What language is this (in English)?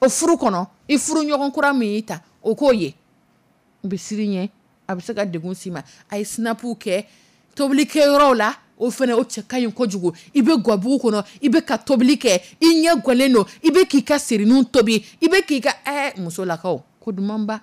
Dyula